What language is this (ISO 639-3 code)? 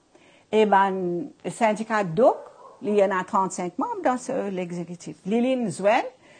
mfe